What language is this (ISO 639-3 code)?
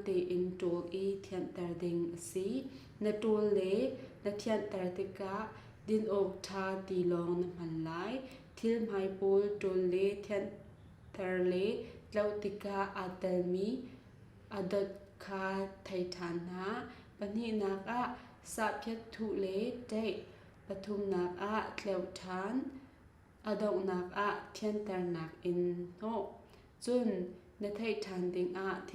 cnh